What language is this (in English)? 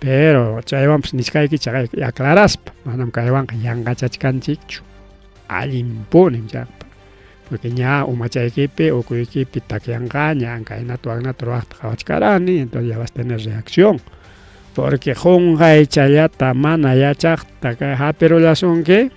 Ayacucho Quechua